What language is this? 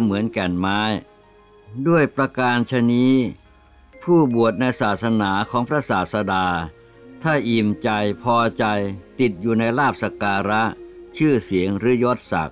Thai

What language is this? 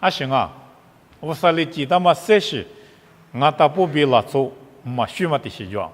Lisu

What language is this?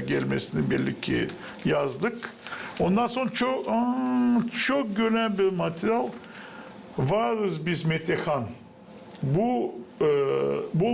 Gagauz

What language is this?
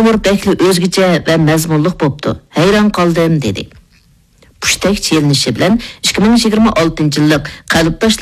Uyghur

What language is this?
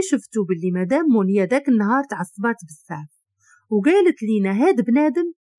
Moroccan Arabic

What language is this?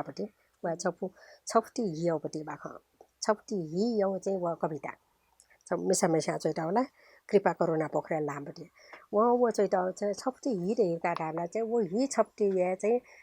Newari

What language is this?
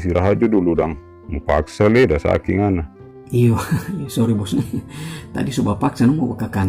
Manado Malay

